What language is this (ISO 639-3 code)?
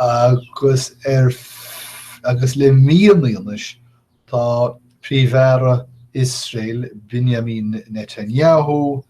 gle